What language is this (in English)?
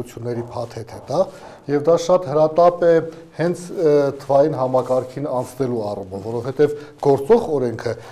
Armenian